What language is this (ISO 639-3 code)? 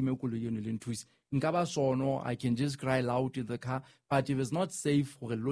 sot